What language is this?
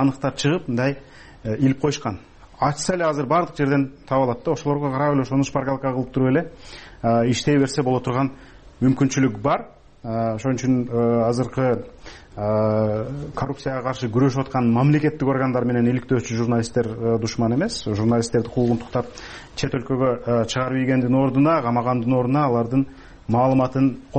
Kyrgyz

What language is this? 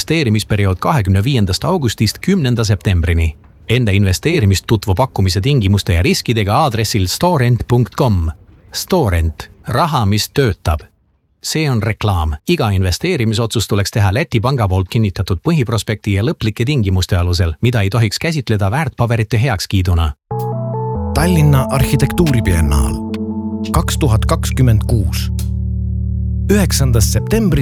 Estonian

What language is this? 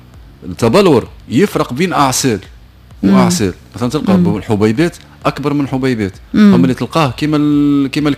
Tunisian Arabic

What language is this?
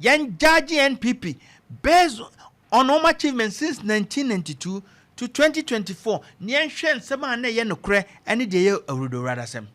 Akan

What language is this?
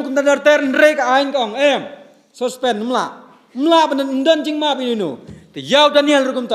Khasi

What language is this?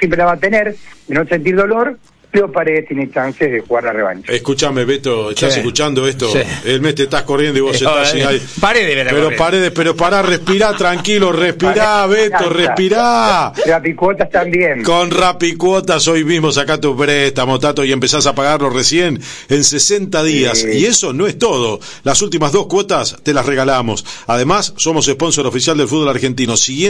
Spanish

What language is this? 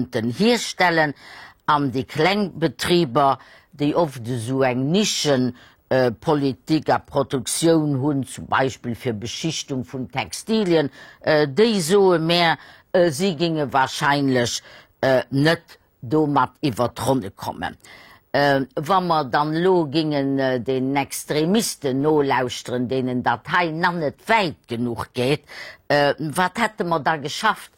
Luxembourgish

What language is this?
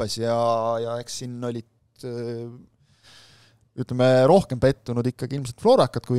Estonian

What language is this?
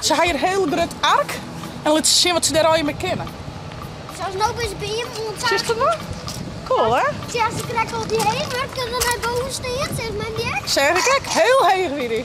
Western Frisian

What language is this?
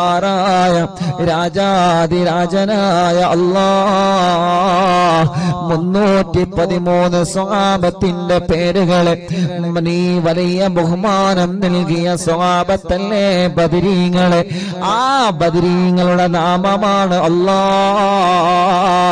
Malayalam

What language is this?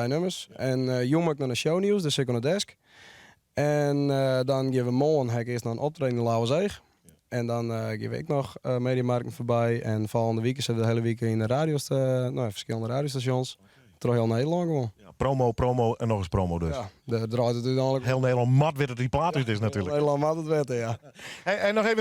Western Frisian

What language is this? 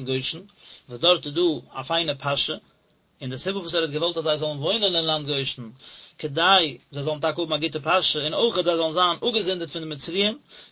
Yiddish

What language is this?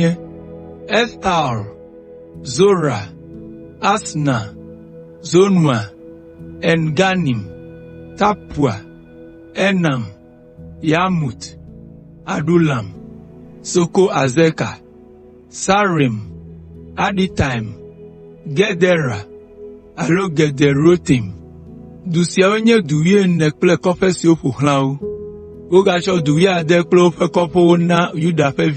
Ewe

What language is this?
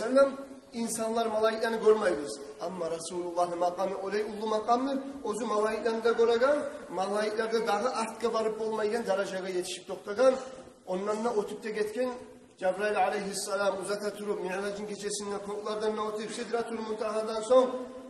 Kumyk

